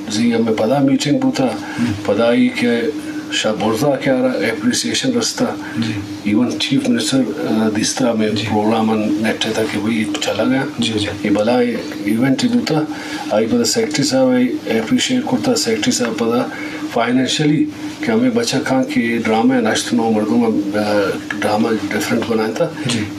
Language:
Eastern Balochi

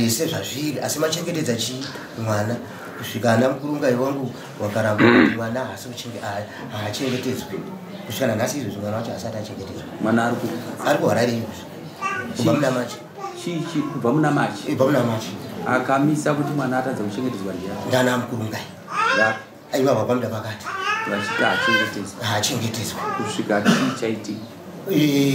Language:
Shona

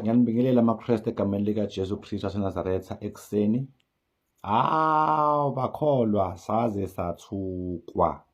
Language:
Zulu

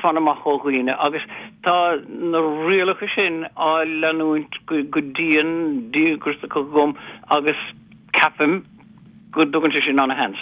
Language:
Irish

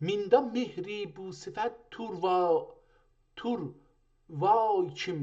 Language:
South Azerbaijani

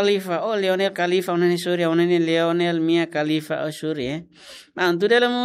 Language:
Tetum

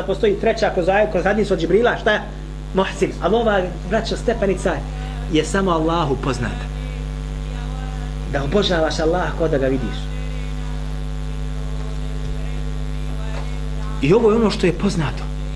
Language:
Bosnian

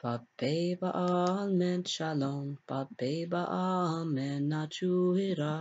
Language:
Latin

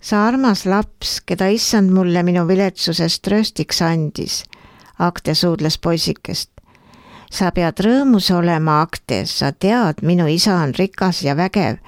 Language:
Estonian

